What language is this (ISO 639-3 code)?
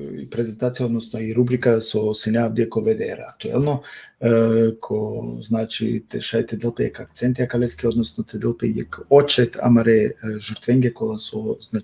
rmn